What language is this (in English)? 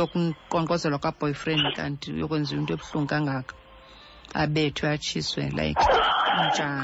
Xhosa